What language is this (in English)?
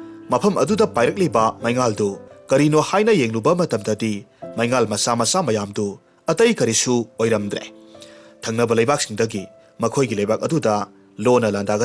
Manipuri